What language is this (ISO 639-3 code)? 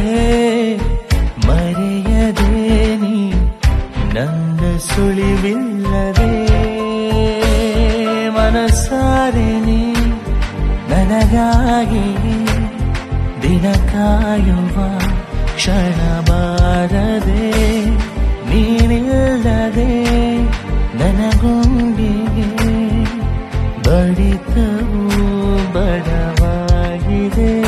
kan